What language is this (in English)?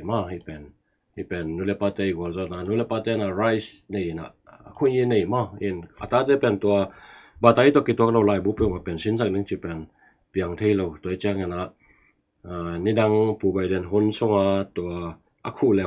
Tedim Chin